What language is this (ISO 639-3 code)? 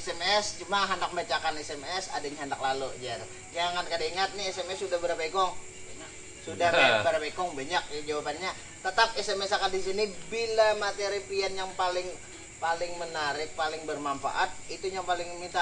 bjn